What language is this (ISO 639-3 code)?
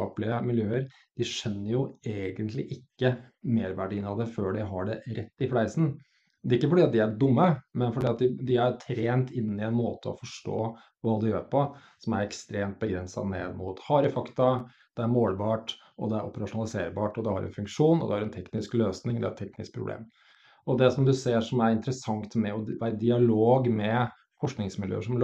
nor